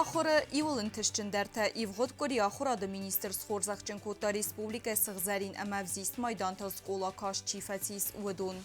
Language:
Ossetic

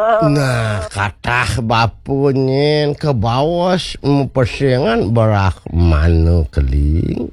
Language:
Balinese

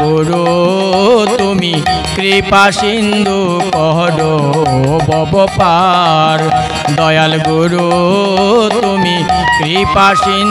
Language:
Bangla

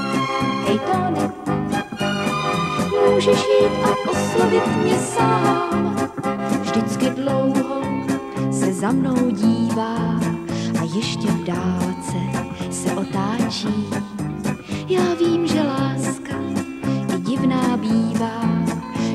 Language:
Czech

